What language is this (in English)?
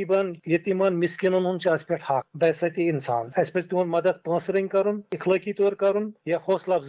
Kashmiri